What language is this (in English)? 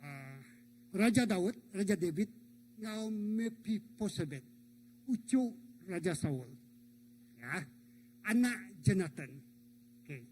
Iban